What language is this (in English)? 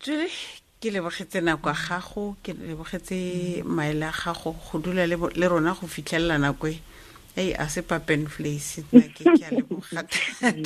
Tswana